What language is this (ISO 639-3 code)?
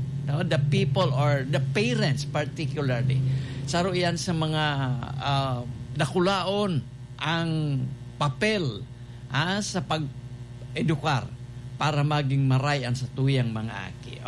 bik